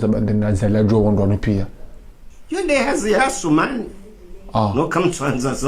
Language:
Ngazidja Comorian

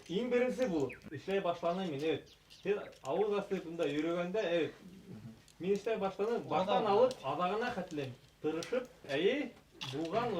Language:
Bashkir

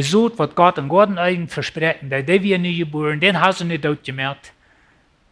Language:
Plautdietsch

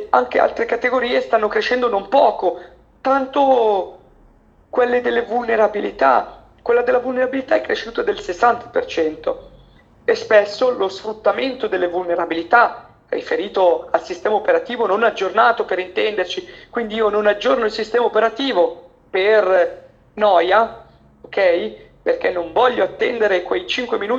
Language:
Italian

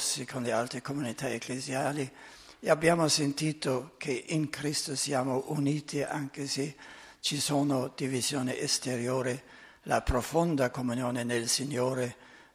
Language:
Italian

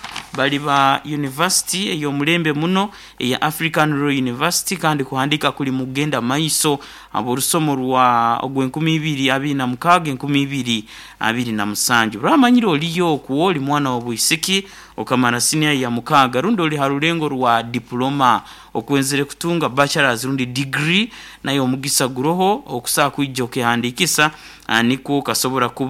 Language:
Nyoro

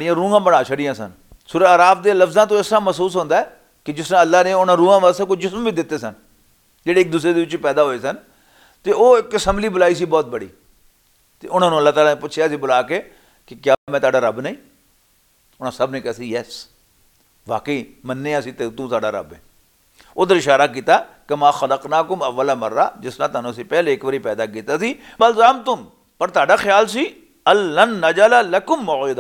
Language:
Western Panjabi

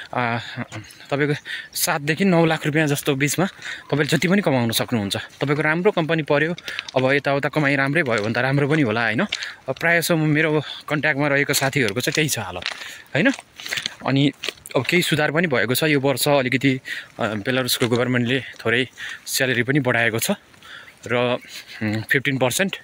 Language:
Nepali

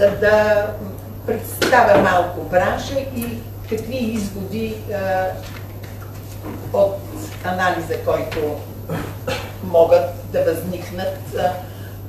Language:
Bulgarian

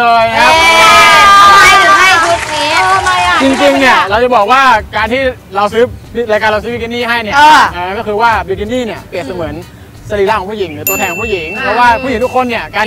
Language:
Thai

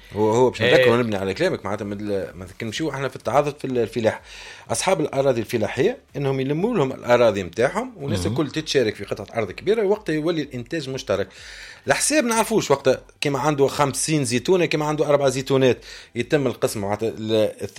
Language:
Tunisian Arabic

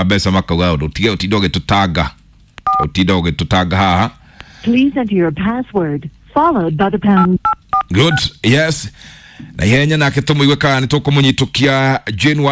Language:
Kikuyu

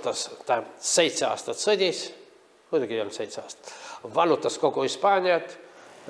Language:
Estonian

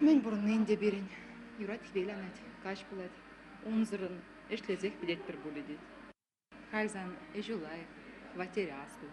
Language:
Chuvash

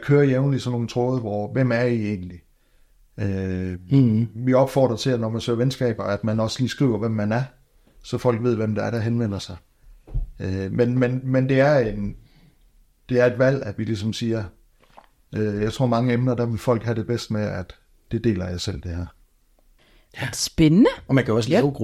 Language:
Danish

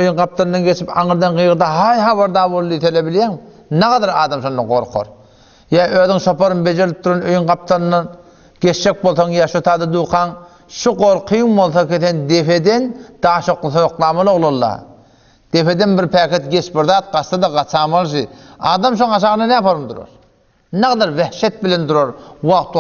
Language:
Turkmen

